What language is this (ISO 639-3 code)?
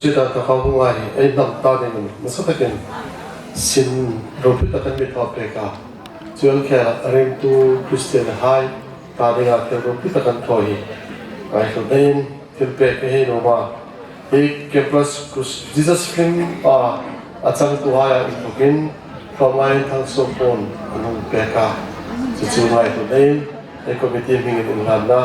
hmr